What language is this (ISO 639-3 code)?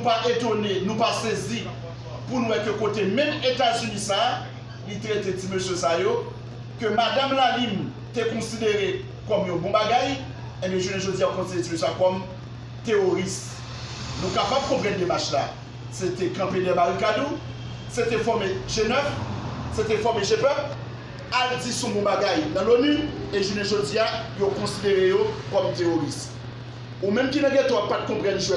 hat